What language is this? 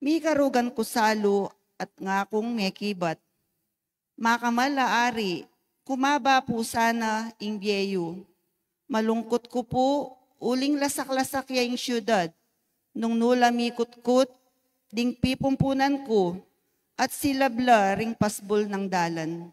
Pampanga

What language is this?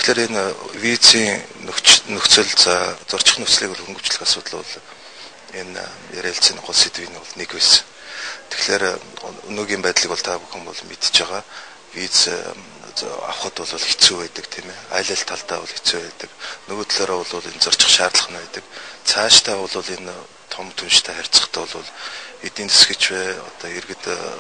Mongolian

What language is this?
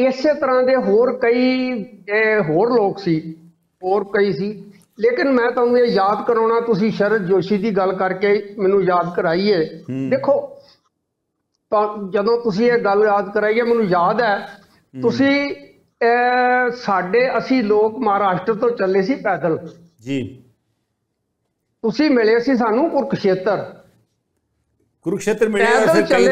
Punjabi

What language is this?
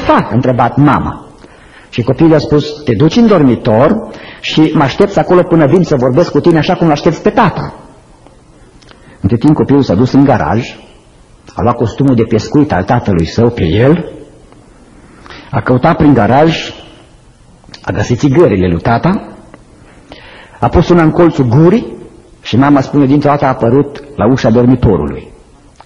Romanian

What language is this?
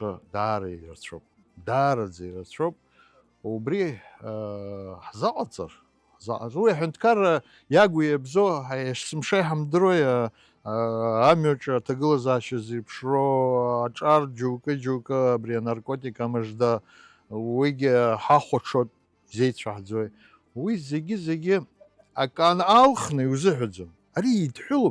Abkhazian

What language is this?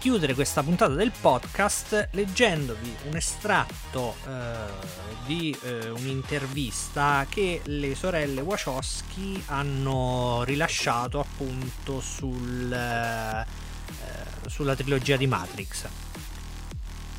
Italian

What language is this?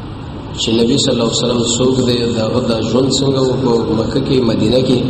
Pashto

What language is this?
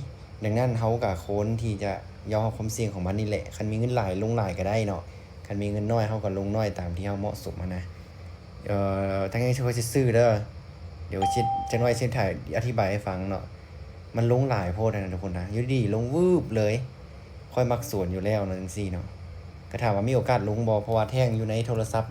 Lao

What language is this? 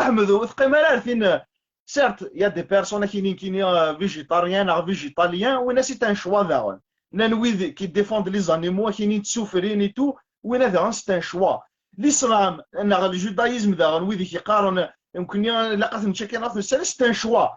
Kabyle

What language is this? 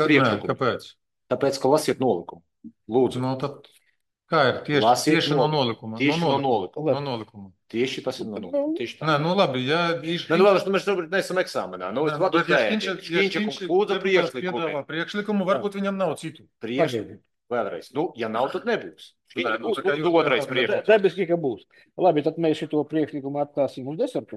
Latvian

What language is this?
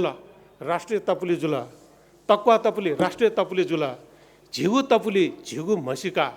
Newari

